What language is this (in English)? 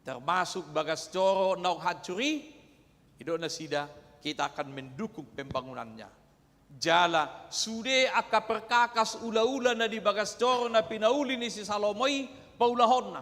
Batak Toba